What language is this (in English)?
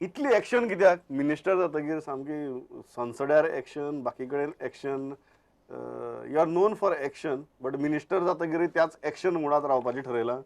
Konkani